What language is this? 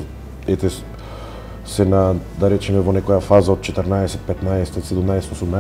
Macedonian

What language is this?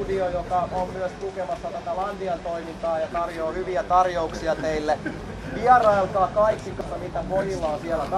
Finnish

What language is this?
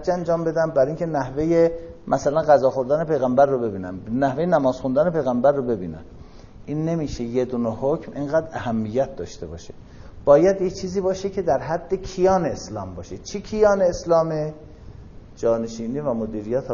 Persian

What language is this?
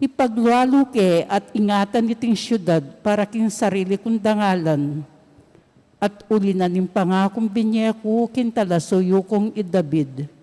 Pampanga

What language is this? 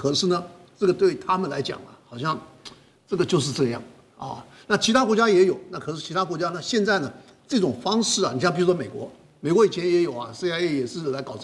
Chinese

